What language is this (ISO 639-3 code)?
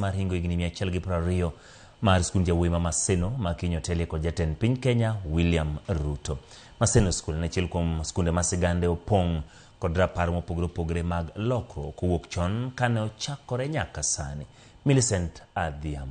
luo